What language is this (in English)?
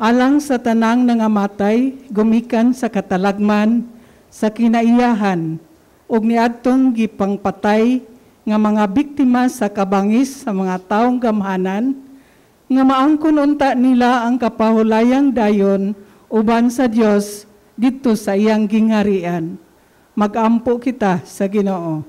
Cebuano